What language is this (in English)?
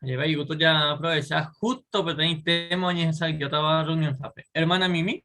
Guarani